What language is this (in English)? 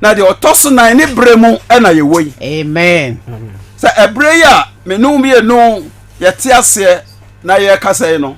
Akan